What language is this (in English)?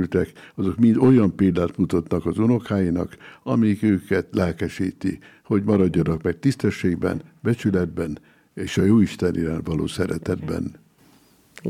Hungarian